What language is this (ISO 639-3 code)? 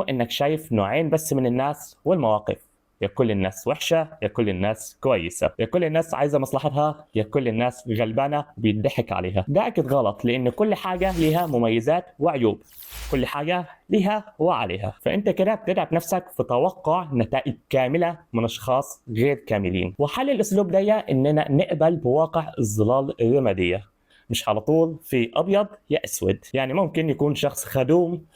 arz